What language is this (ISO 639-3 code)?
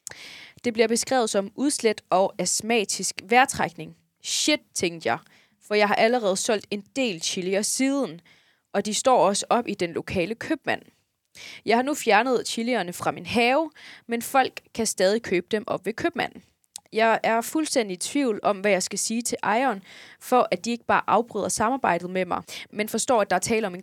dan